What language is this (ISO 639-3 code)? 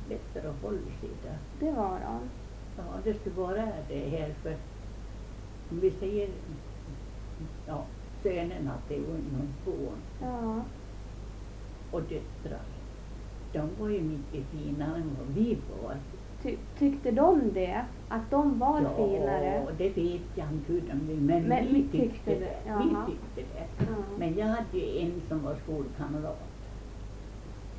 swe